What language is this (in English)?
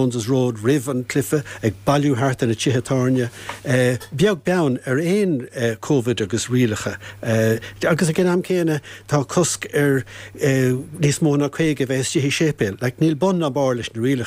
Irish